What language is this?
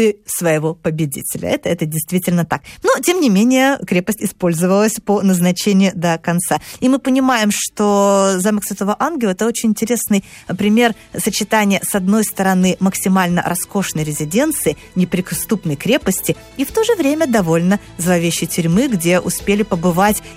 Russian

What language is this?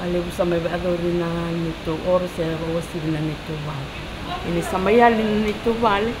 Fijian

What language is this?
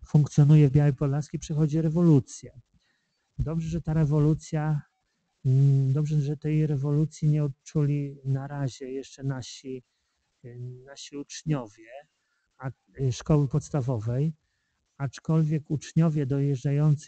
Polish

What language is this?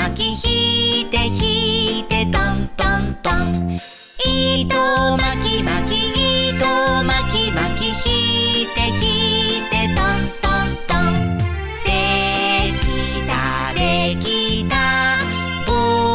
Japanese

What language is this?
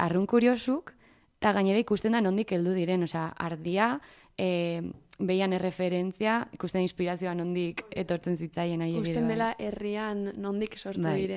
Basque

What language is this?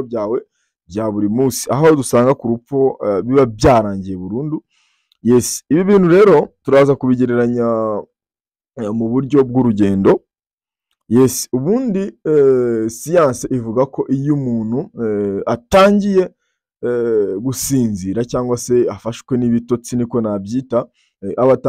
Kinyarwanda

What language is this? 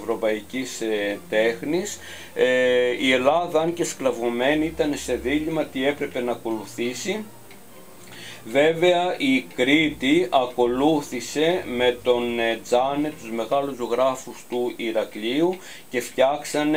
Greek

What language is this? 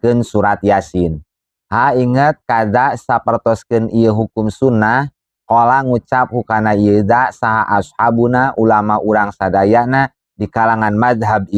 Sundanese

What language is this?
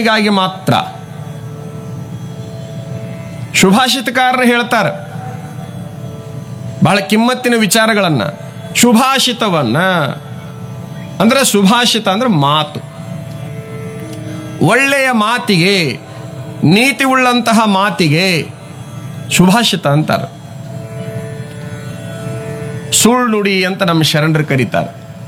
Kannada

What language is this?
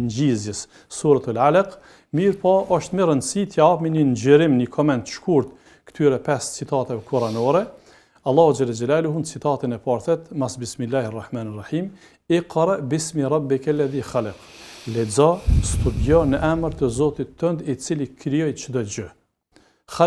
Albanian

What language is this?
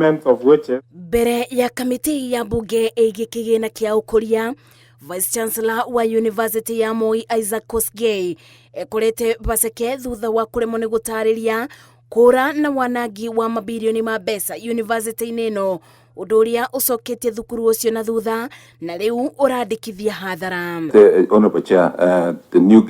Kikuyu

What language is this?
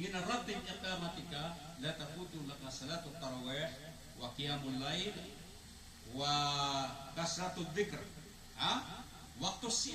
Maranao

